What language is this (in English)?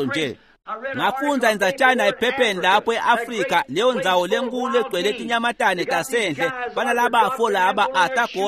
Swati